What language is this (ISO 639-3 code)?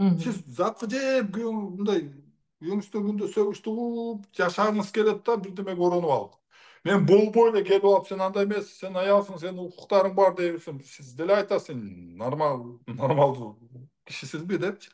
kir